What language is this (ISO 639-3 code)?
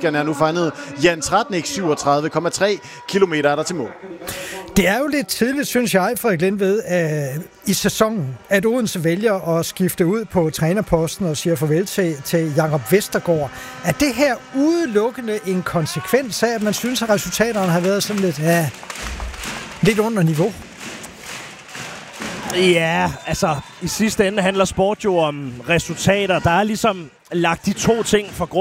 dan